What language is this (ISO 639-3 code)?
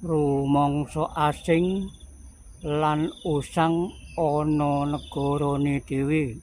jav